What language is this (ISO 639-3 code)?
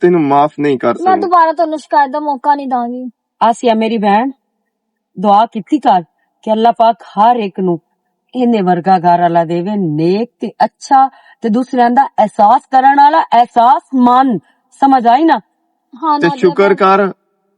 lah